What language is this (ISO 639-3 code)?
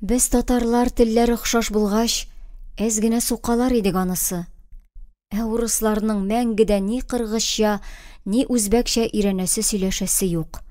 tat